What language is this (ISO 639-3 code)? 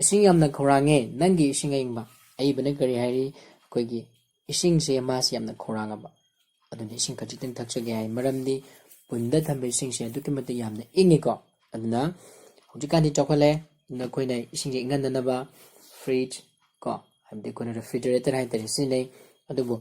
mni